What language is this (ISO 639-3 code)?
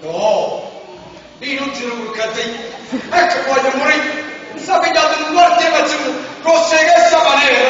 nap